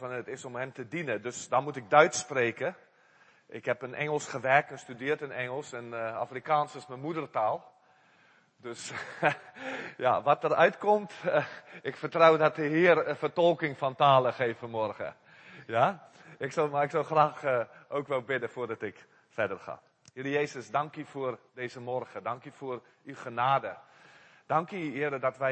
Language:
Dutch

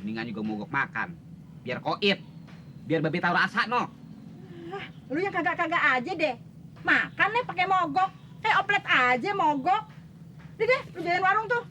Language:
Betawi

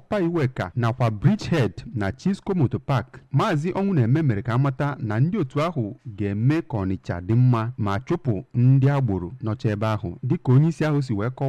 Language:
Igbo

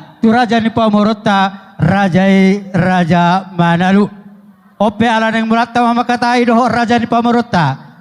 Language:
Batak Toba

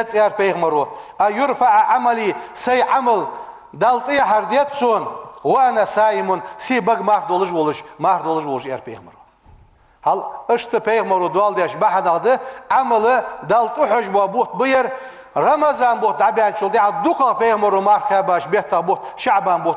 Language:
Ingush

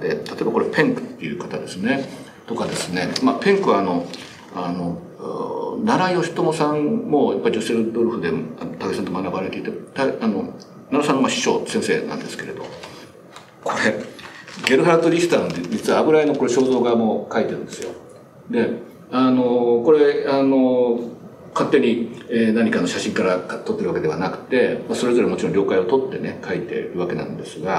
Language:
Japanese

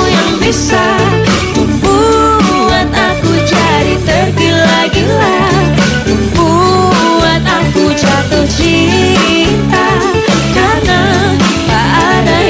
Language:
Indonesian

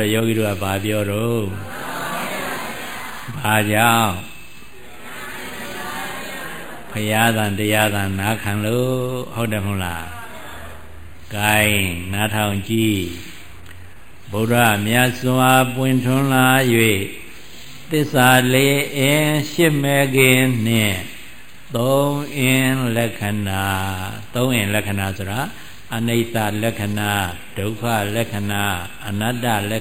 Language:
Burmese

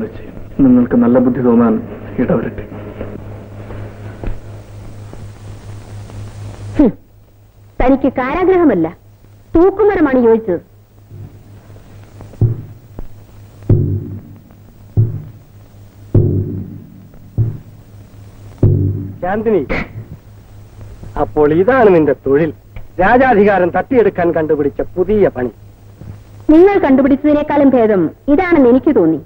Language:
Malayalam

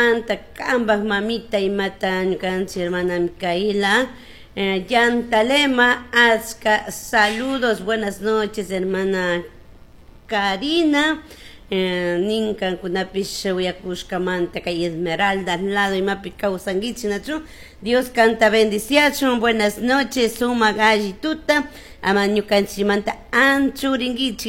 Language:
Chimborazo Highland Quichua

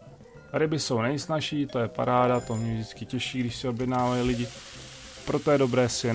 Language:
Czech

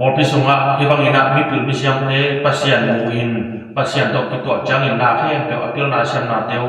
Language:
Tedim Chin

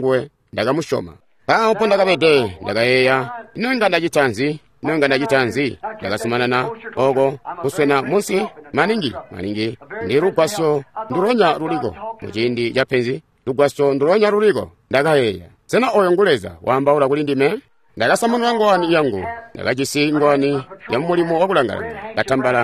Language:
Tonga (Zambia)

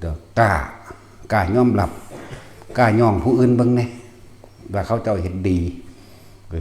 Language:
Lao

